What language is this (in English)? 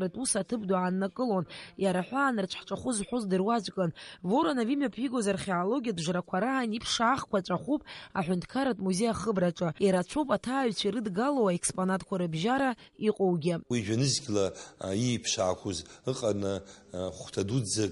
Abkhazian